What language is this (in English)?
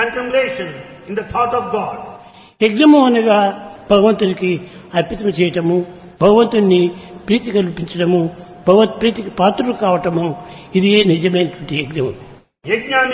Telugu